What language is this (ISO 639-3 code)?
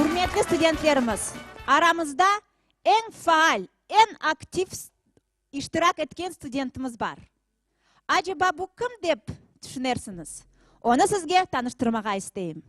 crh